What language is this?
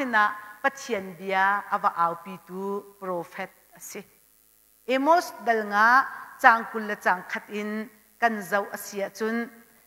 Hakha Chin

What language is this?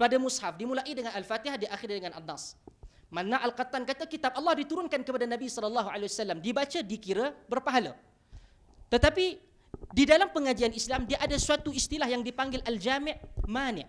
Malay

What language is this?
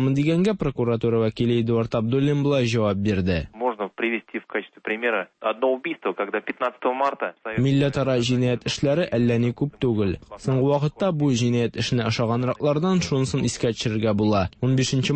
Tatar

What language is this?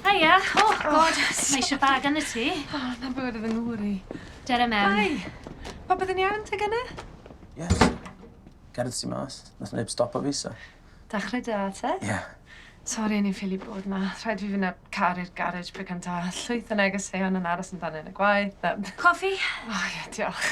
Welsh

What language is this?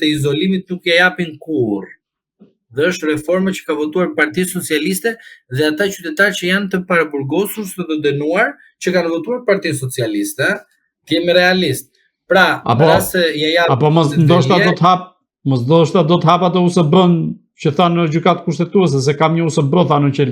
Albanian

